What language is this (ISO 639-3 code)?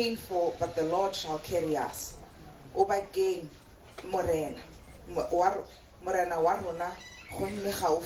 tsn